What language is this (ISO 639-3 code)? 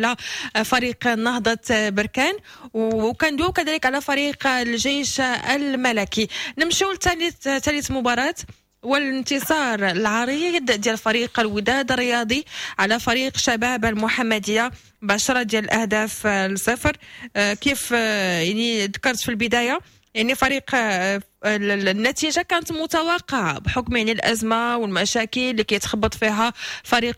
ary